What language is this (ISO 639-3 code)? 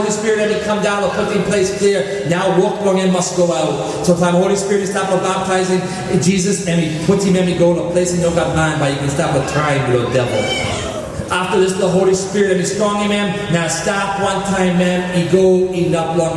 tpi